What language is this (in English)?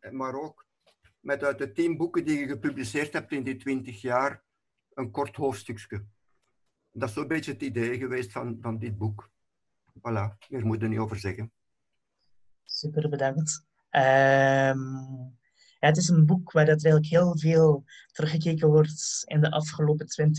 Dutch